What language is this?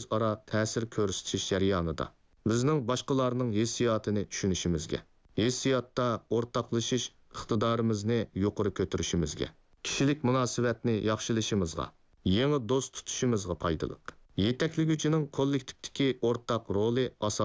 Uyghur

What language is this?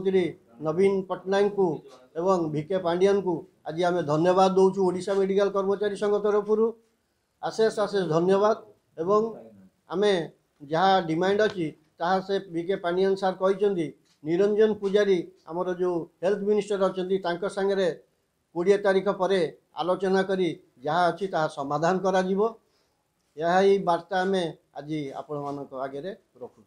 Odia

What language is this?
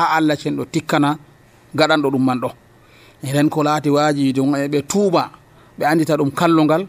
Nigerian Fulfulde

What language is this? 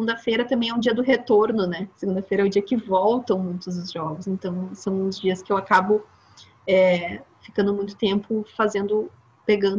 Portuguese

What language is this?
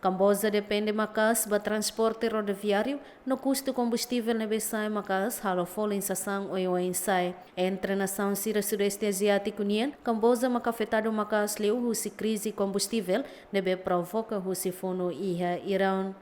Tetum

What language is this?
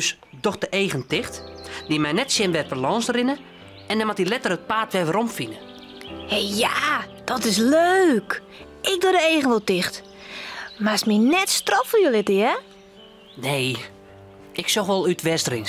Western Frisian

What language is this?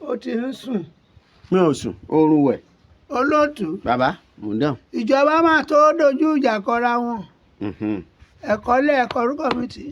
Yoruba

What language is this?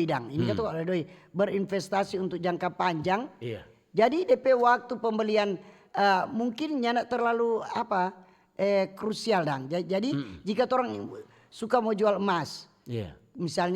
Manado Malay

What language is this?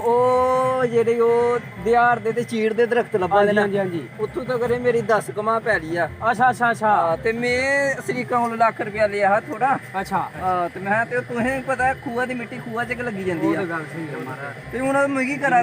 Dogri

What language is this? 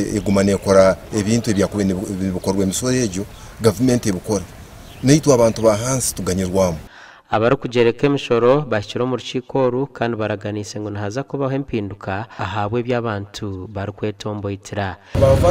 Nyankole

